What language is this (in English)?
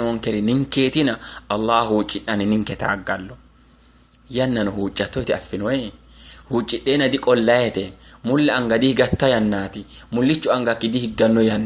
Sidamo